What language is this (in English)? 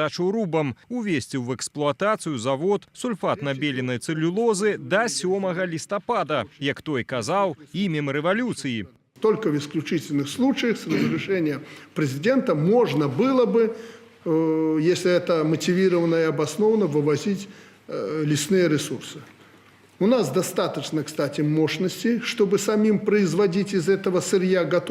Belarusian